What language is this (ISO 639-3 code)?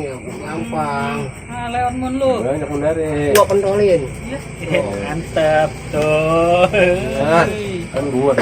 bew